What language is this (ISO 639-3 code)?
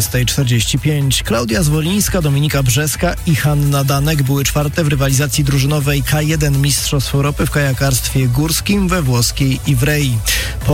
pol